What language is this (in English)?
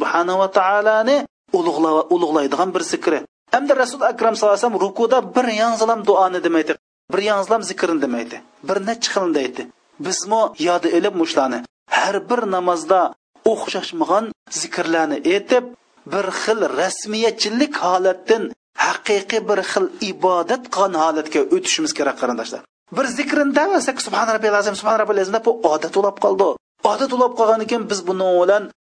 Uyghur